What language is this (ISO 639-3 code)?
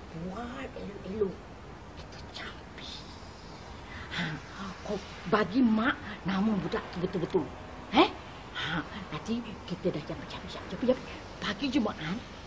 msa